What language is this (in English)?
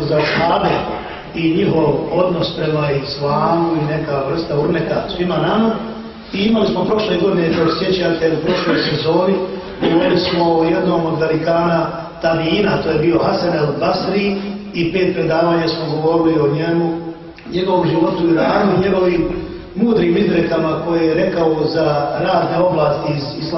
Bosnian